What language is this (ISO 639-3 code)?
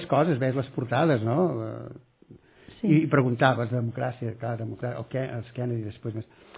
cat